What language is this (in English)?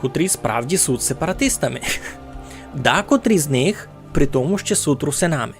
Rusyn